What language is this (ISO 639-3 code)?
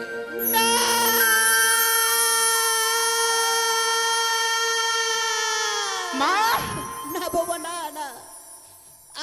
ben